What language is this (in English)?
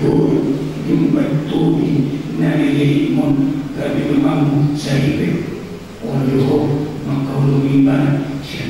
Batak Toba